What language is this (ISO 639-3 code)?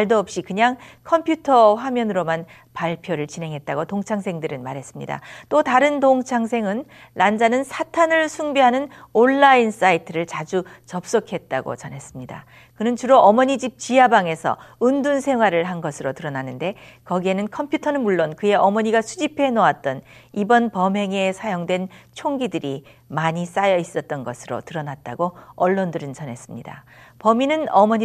kor